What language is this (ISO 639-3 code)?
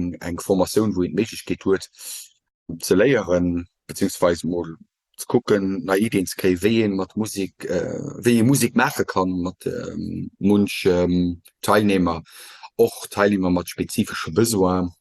ltz